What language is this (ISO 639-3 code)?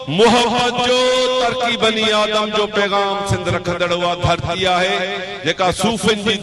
snd